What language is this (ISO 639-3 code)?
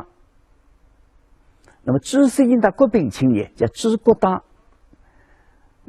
wuu